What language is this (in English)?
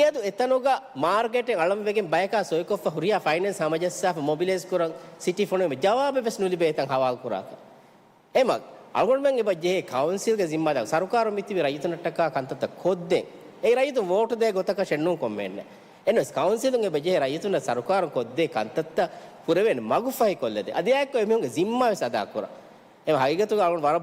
Divehi